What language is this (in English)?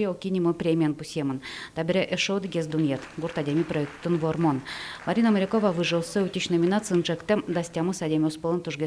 Udmurt